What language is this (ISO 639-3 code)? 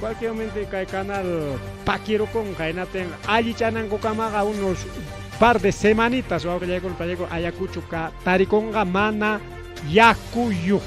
quy